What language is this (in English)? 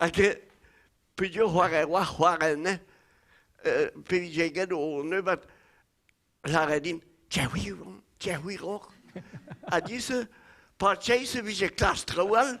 Breton